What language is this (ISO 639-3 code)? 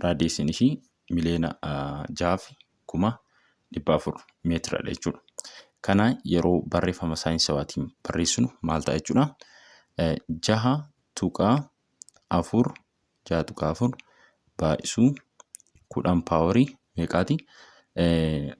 orm